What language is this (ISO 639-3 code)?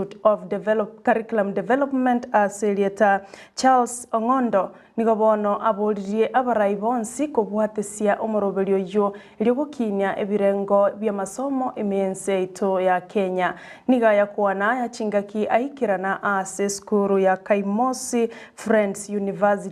guz